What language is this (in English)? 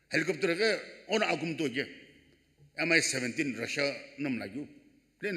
Sumi Naga